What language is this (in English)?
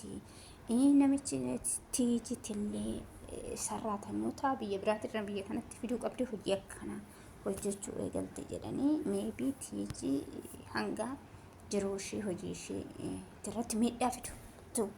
Oromo